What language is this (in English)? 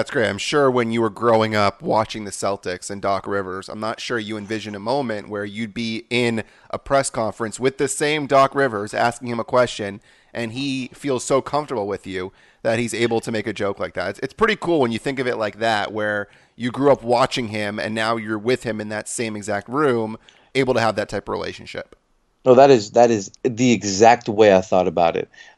English